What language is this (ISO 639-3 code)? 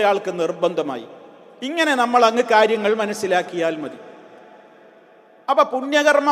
mal